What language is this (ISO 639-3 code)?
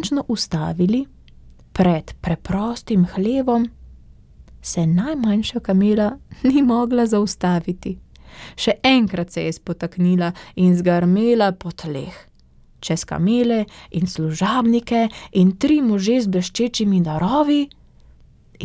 slv